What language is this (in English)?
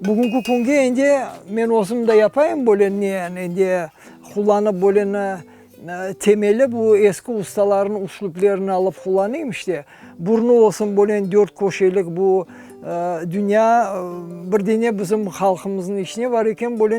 Crimean Tatar